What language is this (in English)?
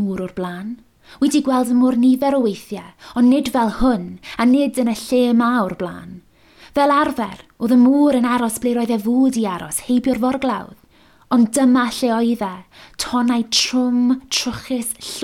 Welsh